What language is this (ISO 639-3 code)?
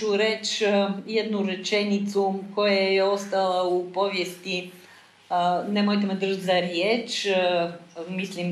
hrv